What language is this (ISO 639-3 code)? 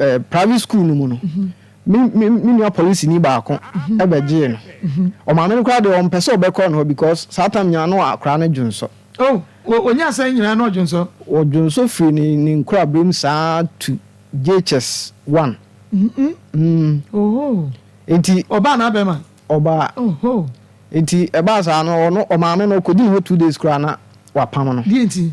aka